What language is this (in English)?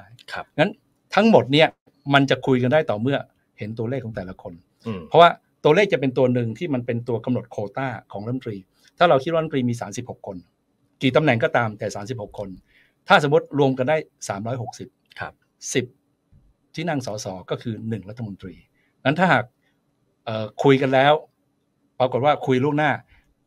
Thai